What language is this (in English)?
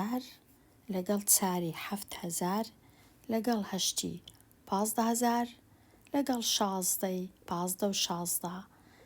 Central Kurdish